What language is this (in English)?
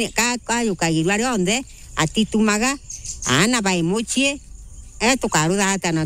Meru